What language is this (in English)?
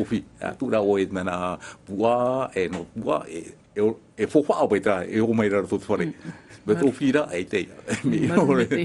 Tahitian